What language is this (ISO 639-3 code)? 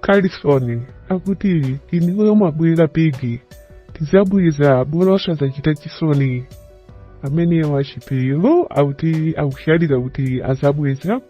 nya